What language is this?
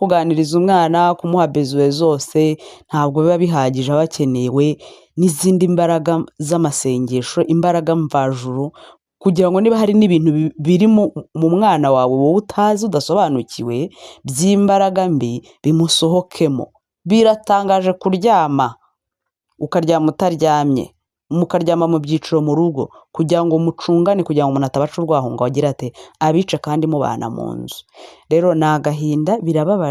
Kinyarwanda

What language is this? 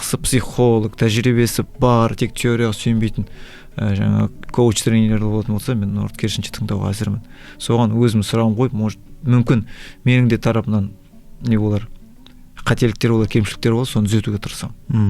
Kazakh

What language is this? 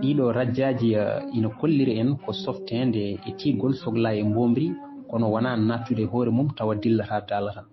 Fula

